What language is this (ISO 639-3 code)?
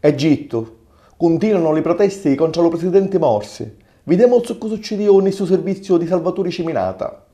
scn